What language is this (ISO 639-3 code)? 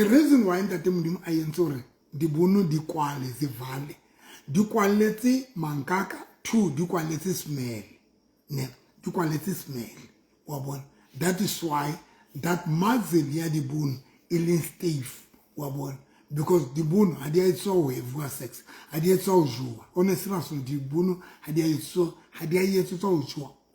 sot